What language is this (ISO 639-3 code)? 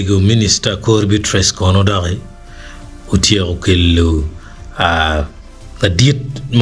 ach